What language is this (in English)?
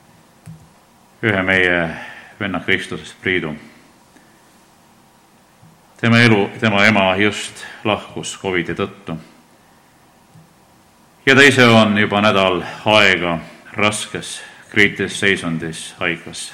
Estonian